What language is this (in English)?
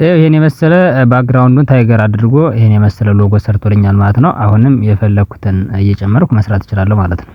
Amharic